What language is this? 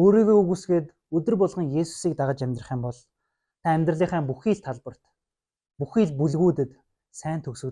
Mongolian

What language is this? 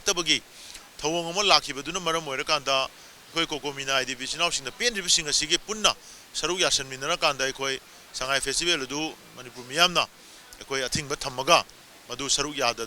Manipuri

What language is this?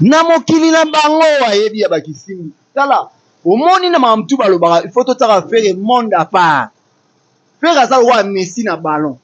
Lingala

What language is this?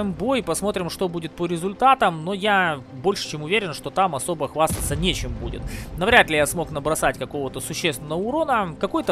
Russian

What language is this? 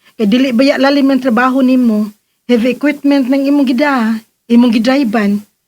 Cebuano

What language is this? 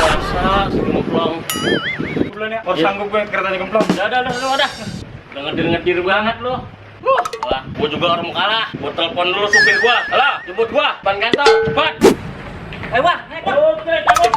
Betawi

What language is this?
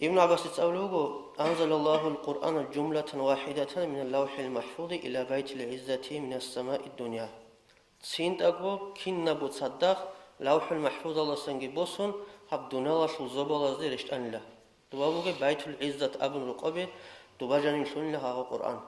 Avaric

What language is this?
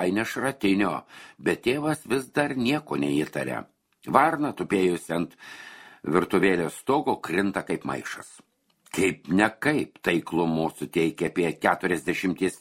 Lithuanian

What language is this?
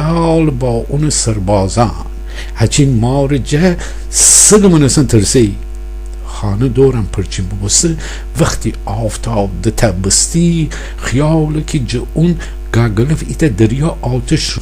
Gilaki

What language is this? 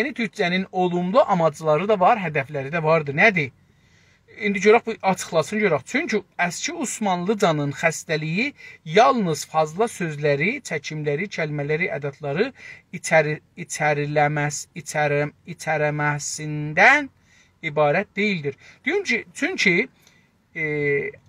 South Azerbaijani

